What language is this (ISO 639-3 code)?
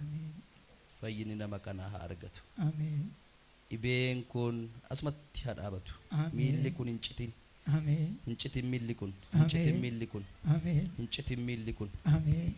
orm